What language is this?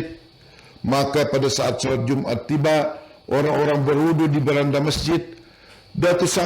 Banjar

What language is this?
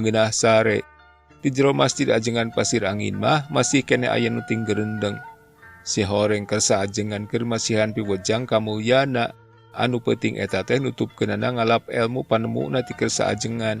Sundanese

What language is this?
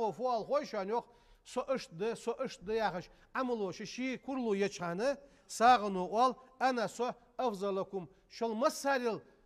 Ingush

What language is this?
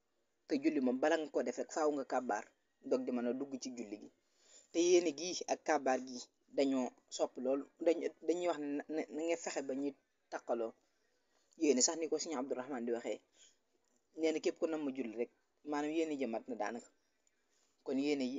Wolof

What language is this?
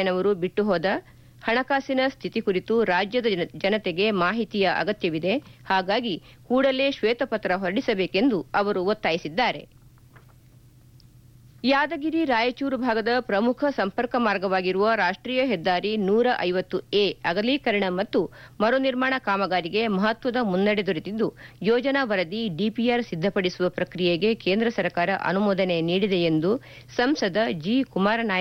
Kannada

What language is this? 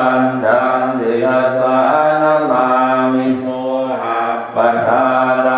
Pali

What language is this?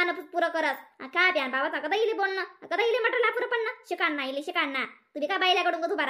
Khandesi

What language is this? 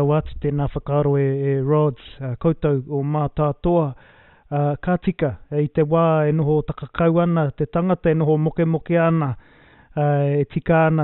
Māori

